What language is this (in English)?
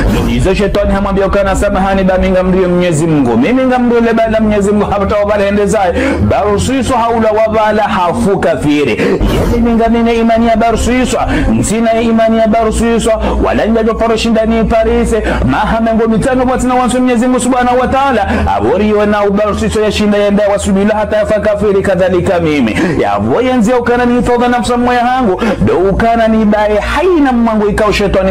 Ngazidja Comorian